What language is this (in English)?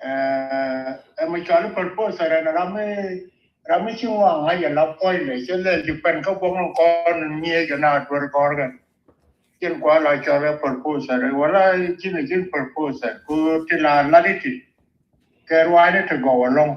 Nuer